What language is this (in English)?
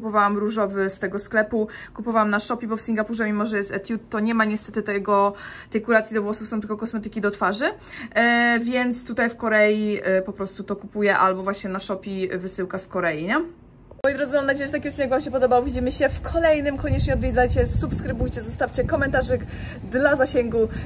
Polish